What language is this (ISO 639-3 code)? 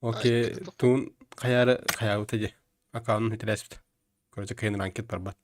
sah